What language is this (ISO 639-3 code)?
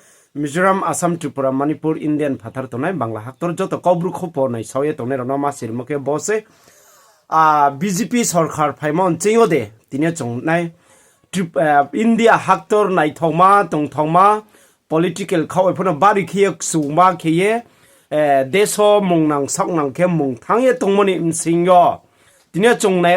ria